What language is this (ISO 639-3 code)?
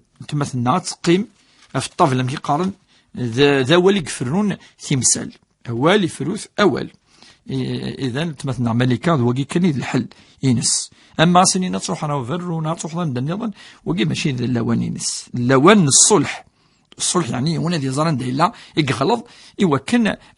kab